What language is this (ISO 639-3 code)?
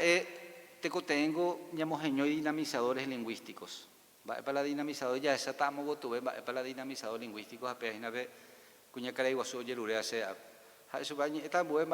grn